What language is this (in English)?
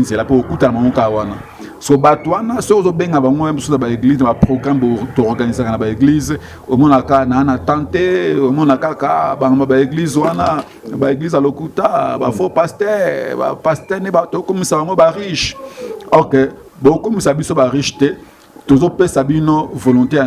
Lingala